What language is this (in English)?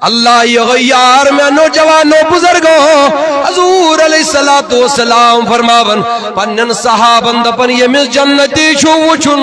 Kashmiri